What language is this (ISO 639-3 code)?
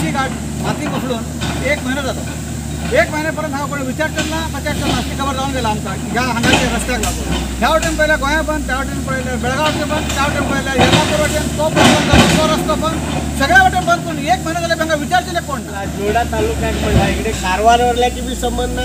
kok